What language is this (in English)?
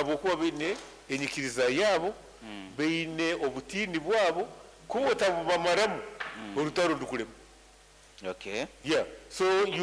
Nyoro